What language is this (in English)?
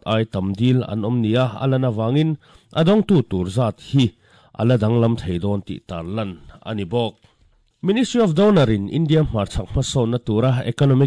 Mizo